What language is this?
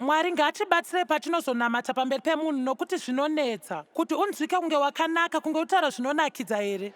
Shona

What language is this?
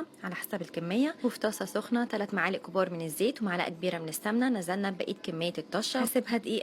Egyptian Arabic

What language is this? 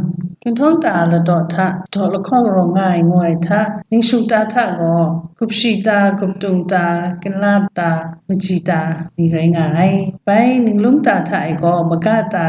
Kachin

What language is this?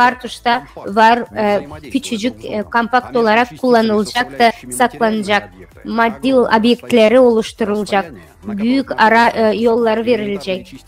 Gagauz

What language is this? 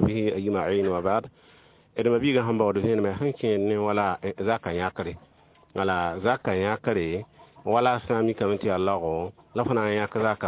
Mossi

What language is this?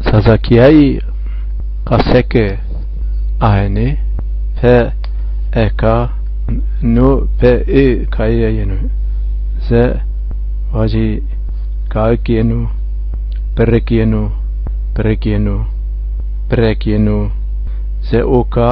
Zaza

